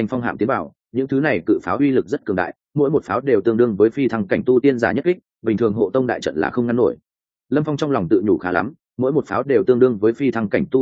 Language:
Vietnamese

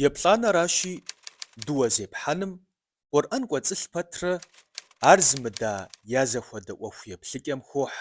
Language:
Kabardian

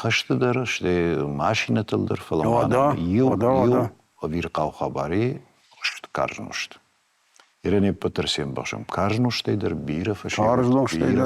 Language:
Ossetic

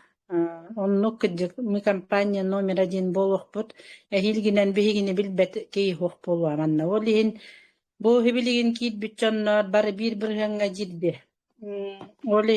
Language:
Yakut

